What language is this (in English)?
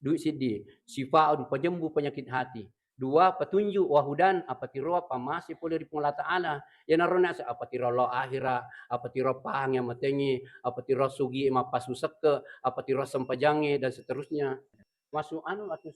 Buginese